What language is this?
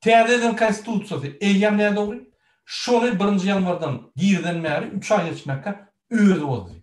Turkmen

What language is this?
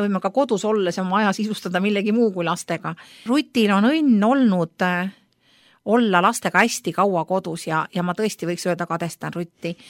Estonian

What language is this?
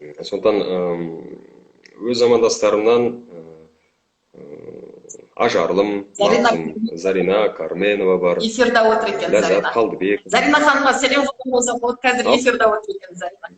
Kazakh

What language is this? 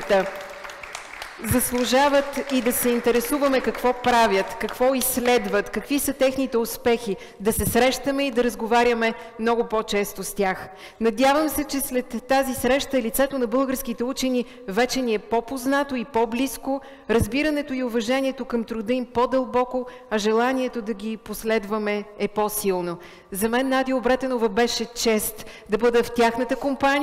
Bulgarian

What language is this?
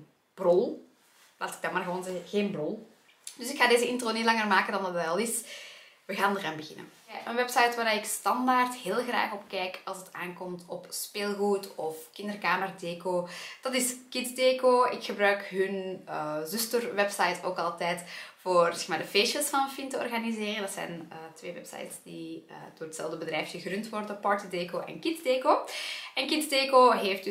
Dutch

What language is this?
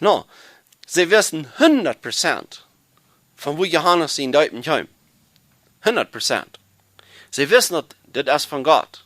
Plautdietsch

